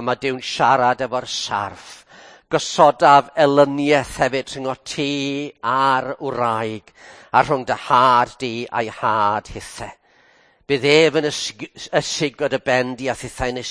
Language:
Welsh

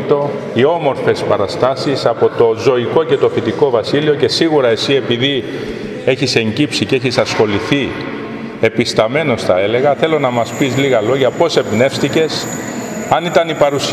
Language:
Greek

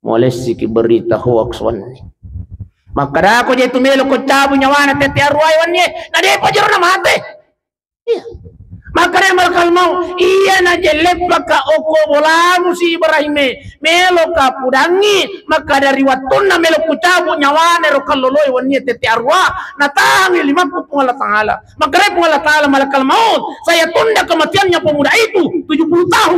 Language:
Buginese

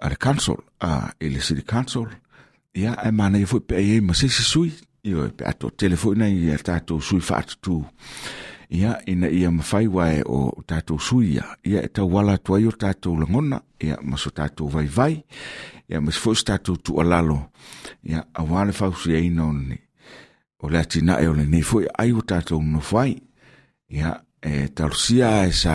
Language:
Samoan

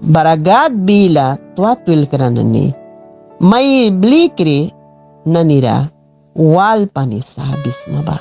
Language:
Mískito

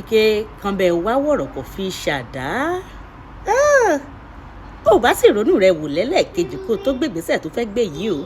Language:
Yoruba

